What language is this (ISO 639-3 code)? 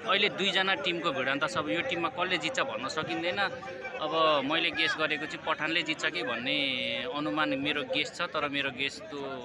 nep